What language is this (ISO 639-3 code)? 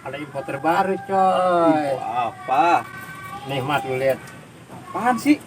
bew